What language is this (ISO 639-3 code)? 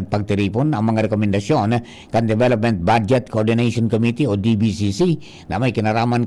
bik